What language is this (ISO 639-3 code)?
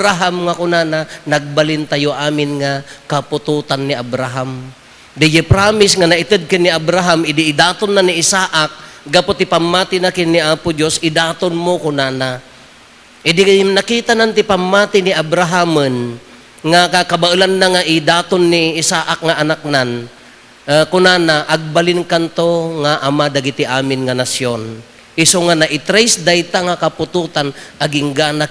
ilo